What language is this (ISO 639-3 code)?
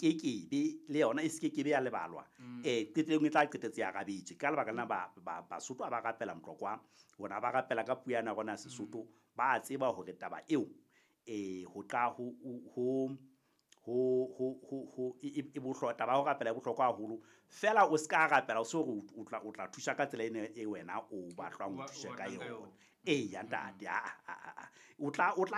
sot